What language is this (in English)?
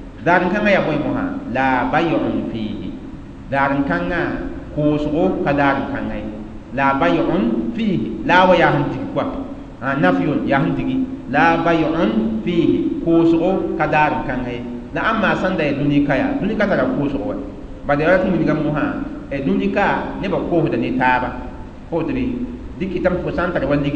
Mossi